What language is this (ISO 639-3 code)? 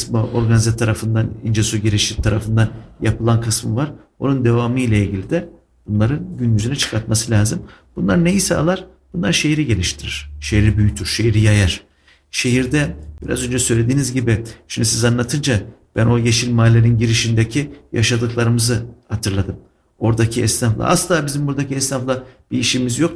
tur